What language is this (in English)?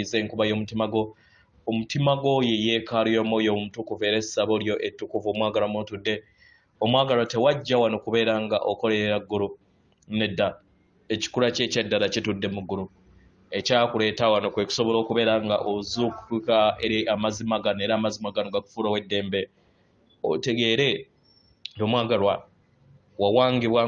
Ganda